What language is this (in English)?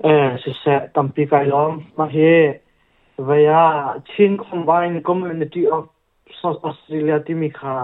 Hakha Chin